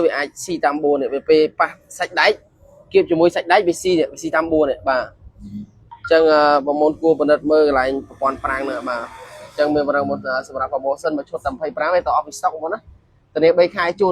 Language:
Khmer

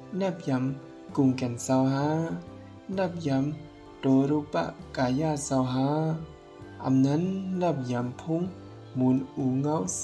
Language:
Shan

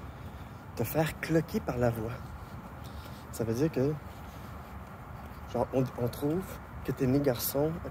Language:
French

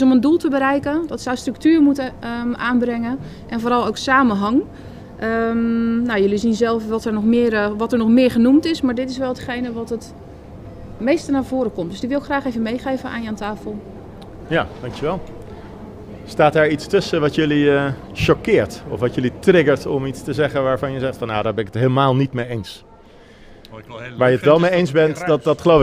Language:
Dutch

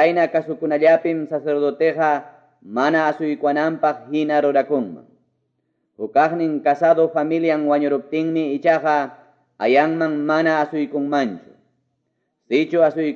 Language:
Quechua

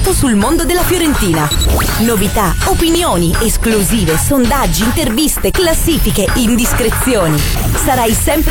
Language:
Italian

